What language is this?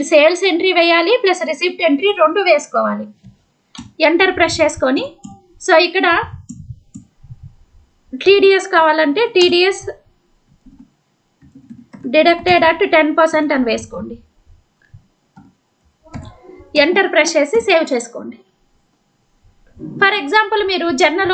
Telugu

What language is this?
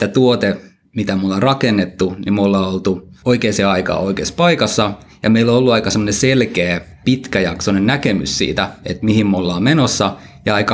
Finnish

